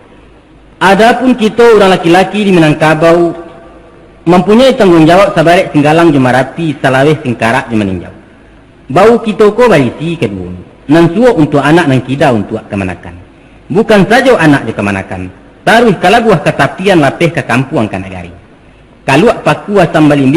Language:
Minangkabau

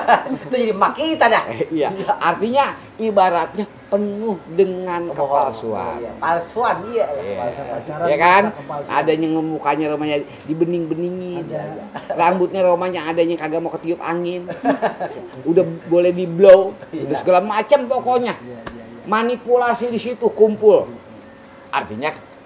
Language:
Betawi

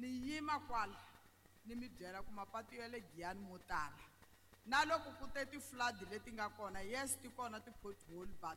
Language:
Tsonga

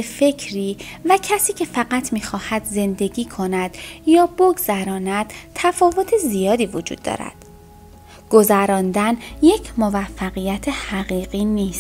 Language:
Persian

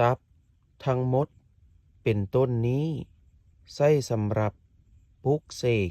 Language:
Lao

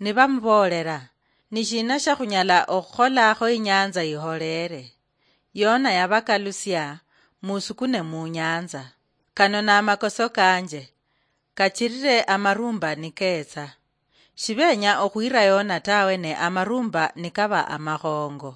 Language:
Luyia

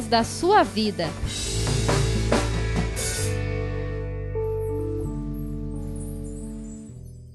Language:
Portuguese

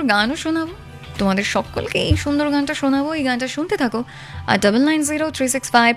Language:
Bangla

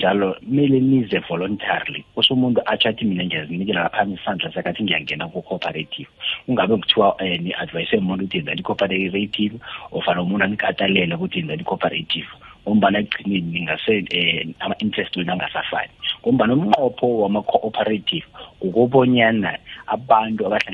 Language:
South Ndebele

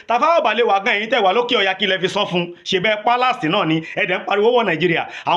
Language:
Yoruba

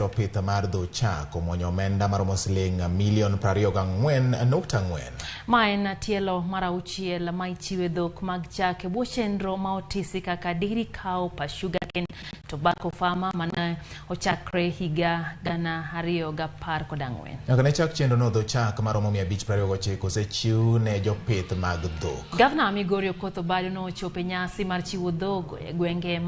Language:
Luo (Kenya and Tanzania)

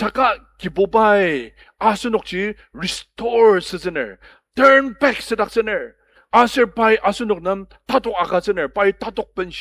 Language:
Ao Naga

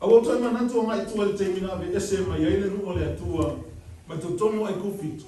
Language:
Samoan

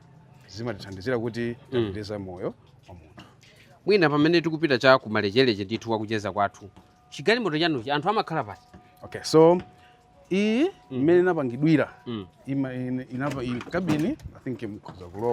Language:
Nyanja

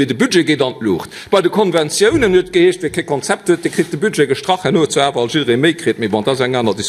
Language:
Luxembourgish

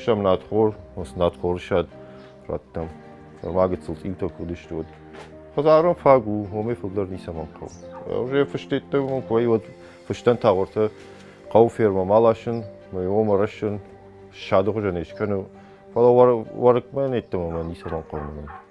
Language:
Ossetic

